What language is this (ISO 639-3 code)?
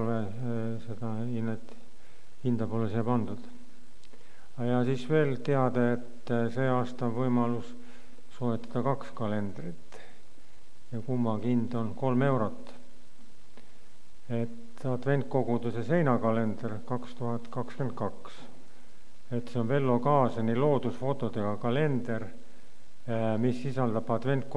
est